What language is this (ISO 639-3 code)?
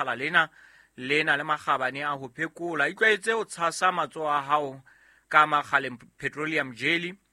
sot